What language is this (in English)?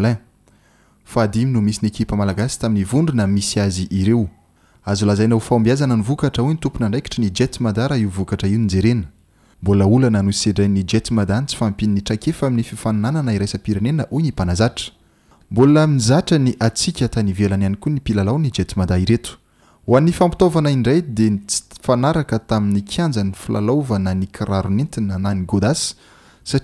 Malagasy